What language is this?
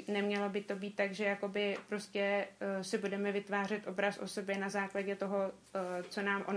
Czech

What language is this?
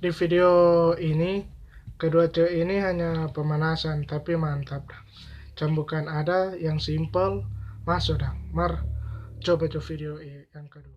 Manado Malay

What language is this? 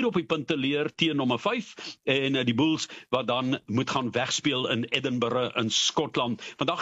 Afrikaans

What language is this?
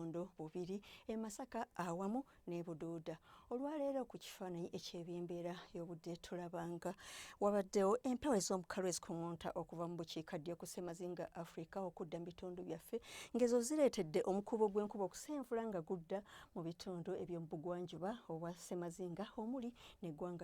Ganda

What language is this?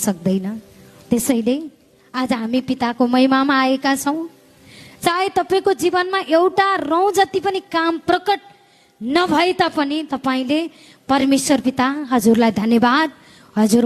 Nepali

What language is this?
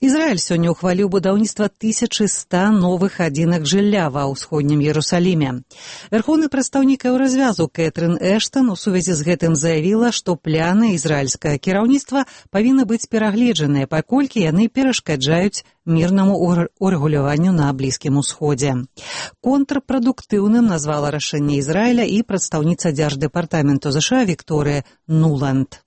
Belarusian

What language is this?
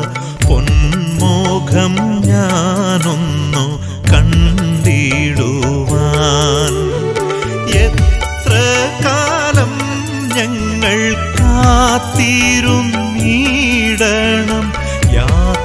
Malayalam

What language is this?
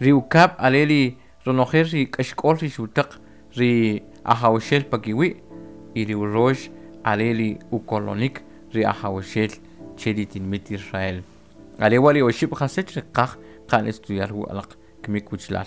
Kʼicheʼ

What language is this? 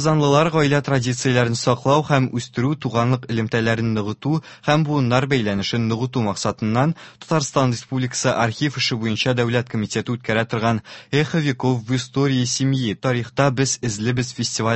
Tatar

